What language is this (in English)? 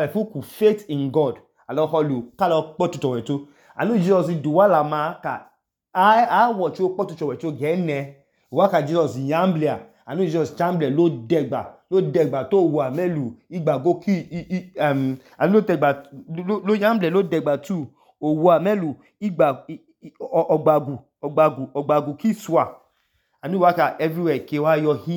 Idoma